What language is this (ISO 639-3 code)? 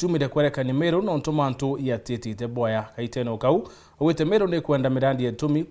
mer